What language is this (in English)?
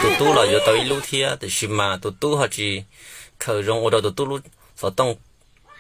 Hmong